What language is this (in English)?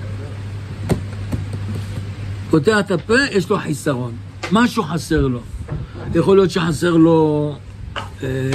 Hebrew